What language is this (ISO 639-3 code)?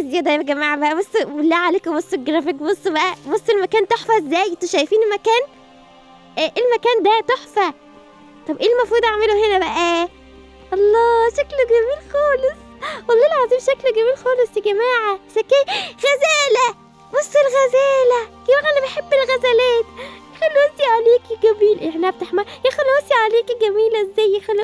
arz